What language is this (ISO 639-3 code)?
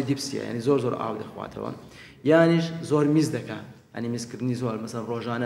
ckb